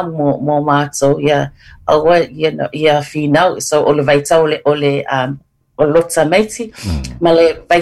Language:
Samoan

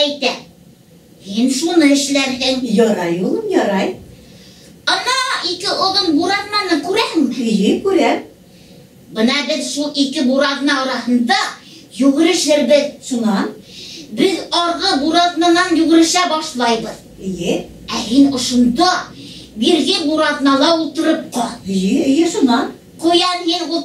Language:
Bashkir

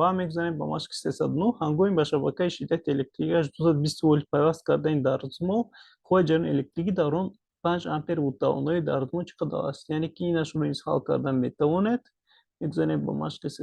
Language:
Tajik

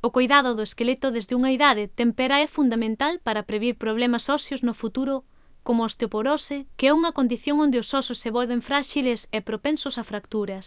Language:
Galician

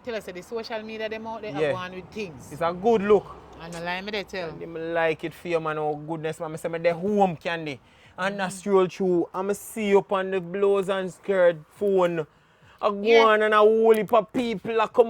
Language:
Jamaican Creole English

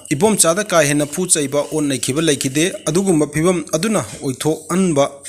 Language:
Manipuri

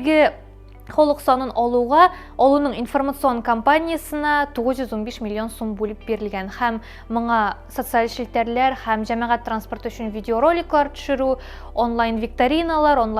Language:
Tatar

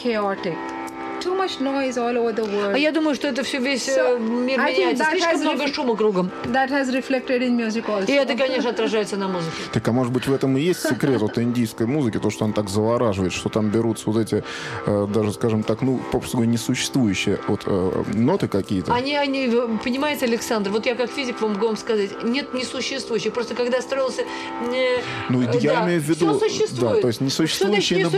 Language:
Russian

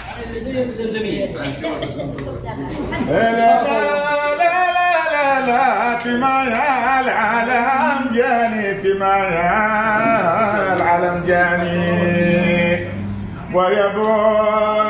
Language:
Arabic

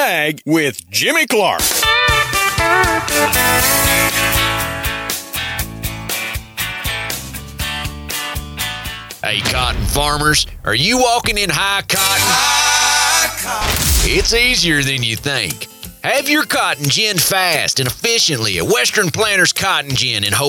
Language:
English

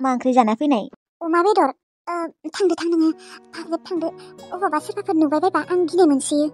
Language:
Bodo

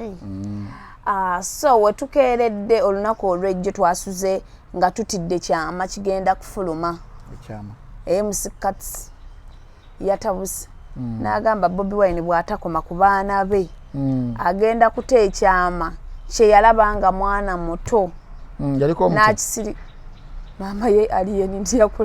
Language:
Ganda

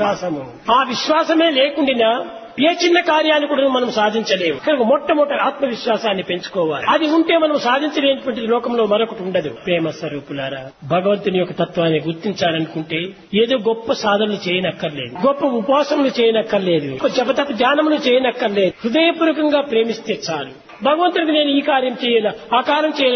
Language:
Telugu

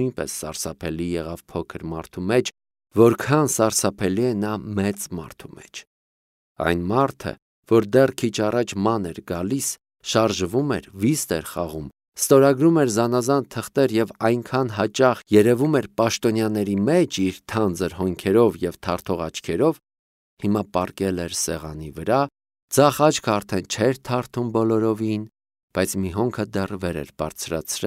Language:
Armenian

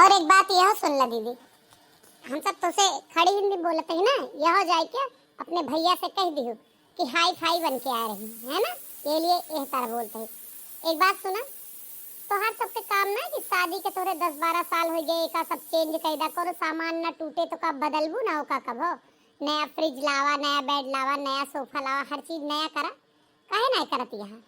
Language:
Awadhi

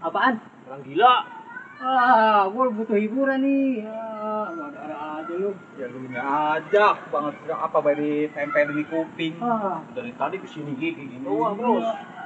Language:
Betawi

